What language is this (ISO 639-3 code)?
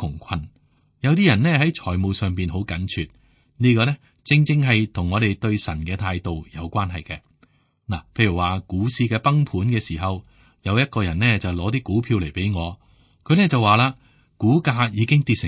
yue